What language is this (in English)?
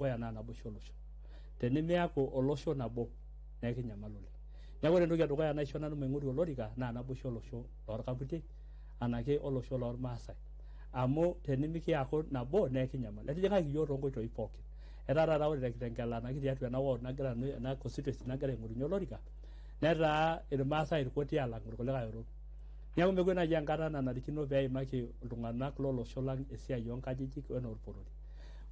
Masai